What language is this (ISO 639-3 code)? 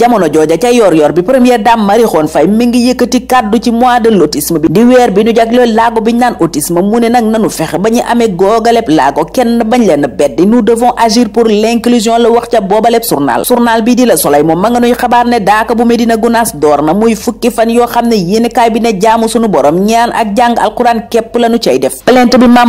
wol